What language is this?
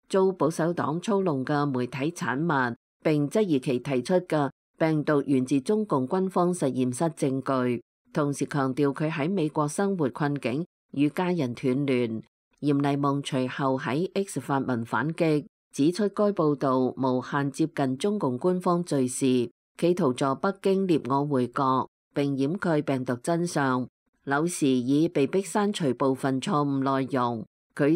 Cantonese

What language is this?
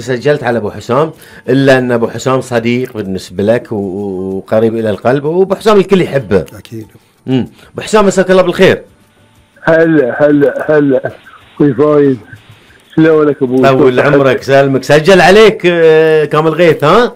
Gulf Arabic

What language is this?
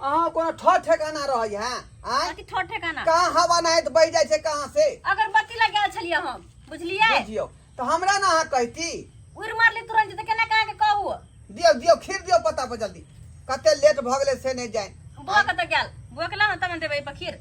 Maithili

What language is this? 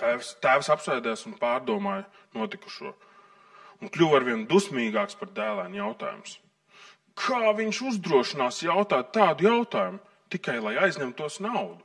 Latvian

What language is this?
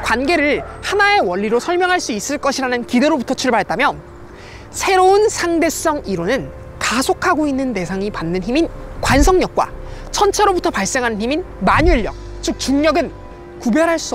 Korean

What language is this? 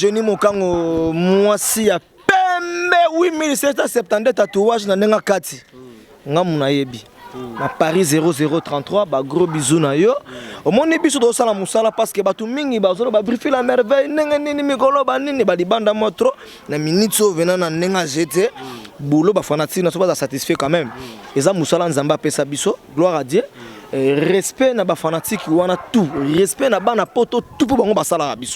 Lingala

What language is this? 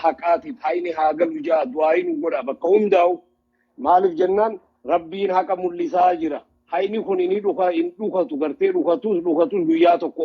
Oromo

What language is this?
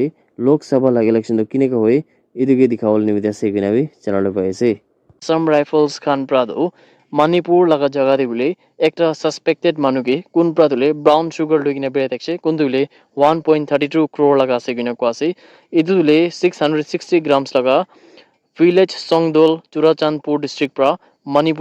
Naga Pidgin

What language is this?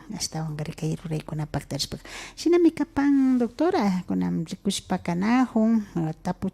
Imbabura Highland Quichua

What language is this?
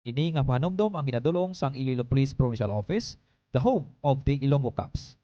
Hiligaynon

